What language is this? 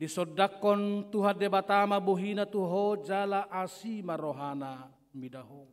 Batak Toba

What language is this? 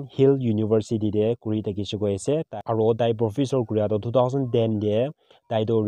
Naga Pidgin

